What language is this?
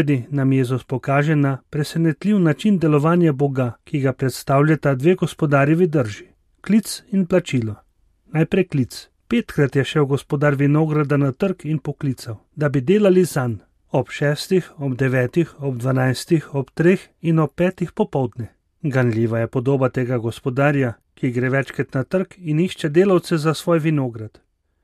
Slovenian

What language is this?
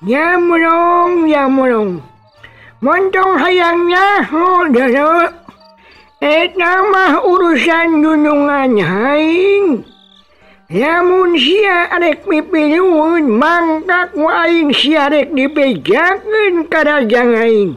Sundanese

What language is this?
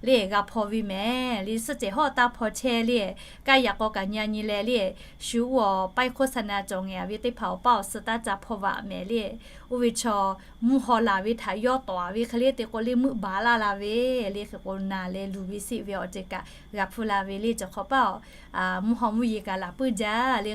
Lahu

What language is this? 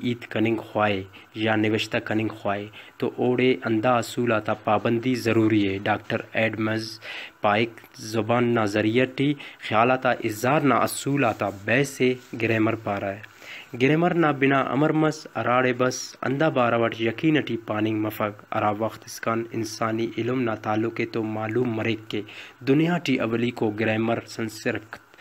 Brahui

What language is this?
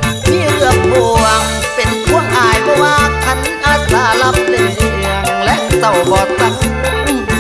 Thai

